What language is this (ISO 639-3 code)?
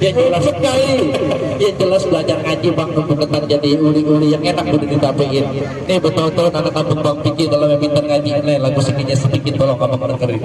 bew